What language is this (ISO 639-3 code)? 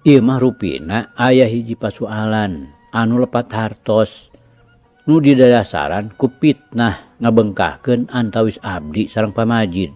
sun